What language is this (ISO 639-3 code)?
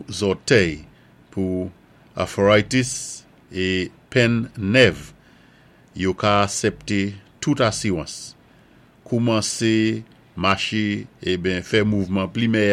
acf